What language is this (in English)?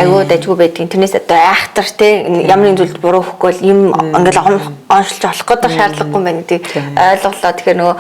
Mongolian